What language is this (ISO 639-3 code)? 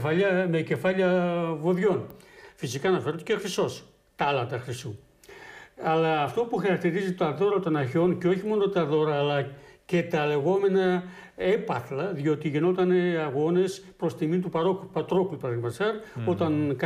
ell